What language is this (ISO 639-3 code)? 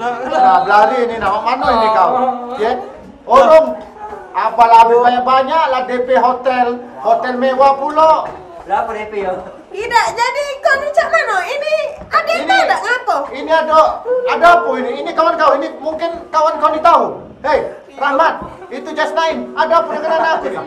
mui